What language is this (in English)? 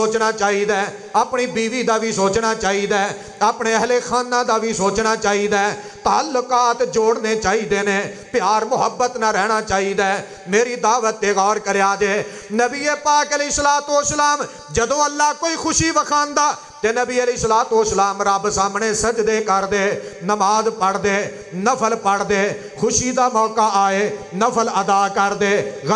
Western Panjabi